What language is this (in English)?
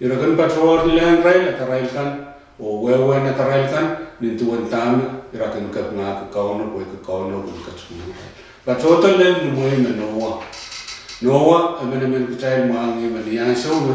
Pohnpeian